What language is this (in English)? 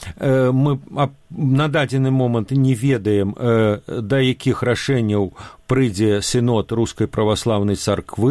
Belarusian